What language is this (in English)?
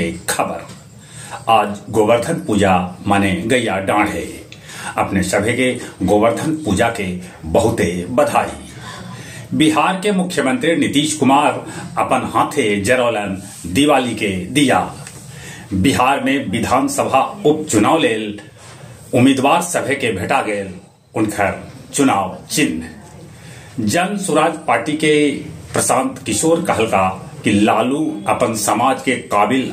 Magahi